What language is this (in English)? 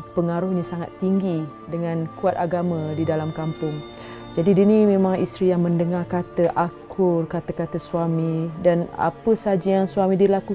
Malay